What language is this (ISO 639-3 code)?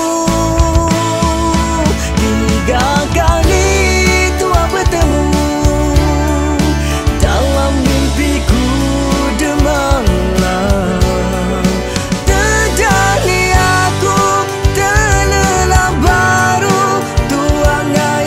msa